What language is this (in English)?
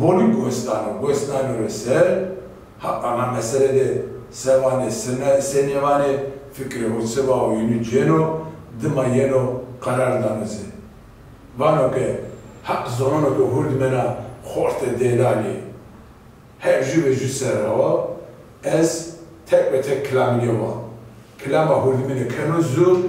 Zaza